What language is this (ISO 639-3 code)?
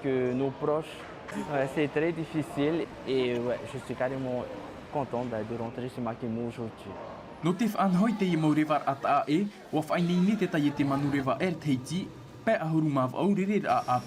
tah